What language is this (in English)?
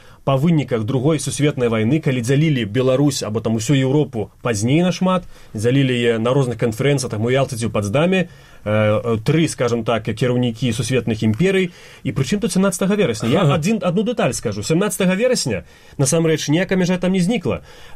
Belarusian